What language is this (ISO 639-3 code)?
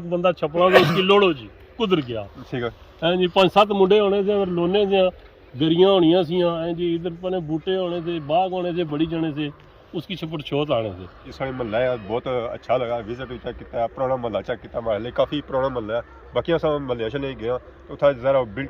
phr